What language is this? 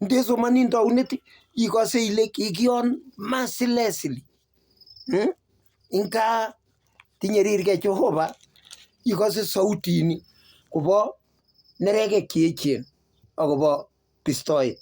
Kalenjin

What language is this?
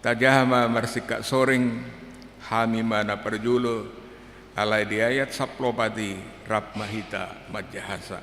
Batak Toba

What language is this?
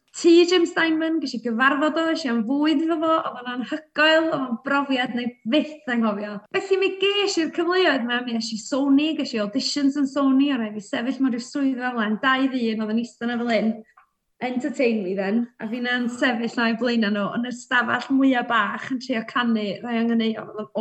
Welsh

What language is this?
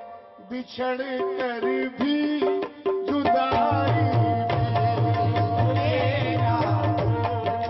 Hindi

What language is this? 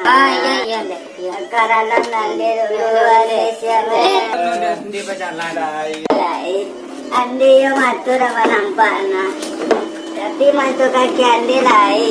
Minangkabau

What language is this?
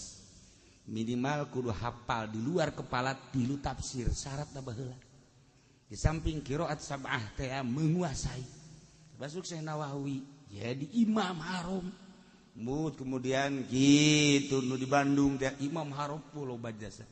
Sundanese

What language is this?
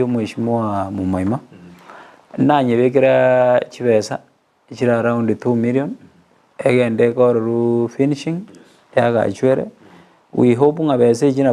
Gusii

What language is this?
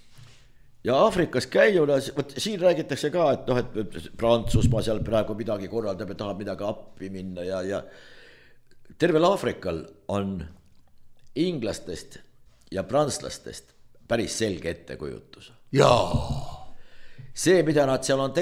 Estonian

